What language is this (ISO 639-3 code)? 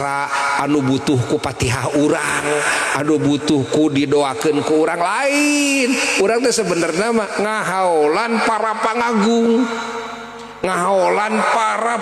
sun